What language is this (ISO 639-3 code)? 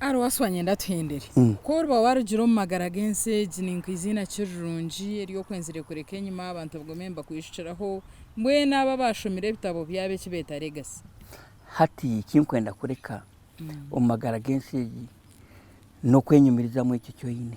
nyn